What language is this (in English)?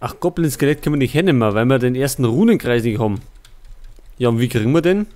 Bavarian